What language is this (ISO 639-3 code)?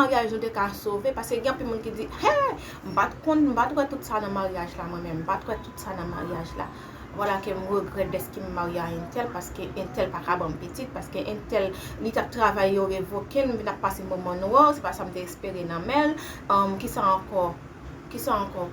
hat